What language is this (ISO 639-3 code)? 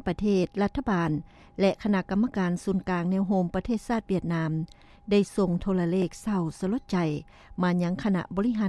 lao